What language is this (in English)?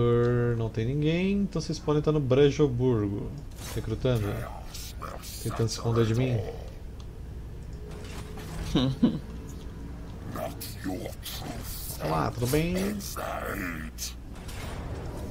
Portuguese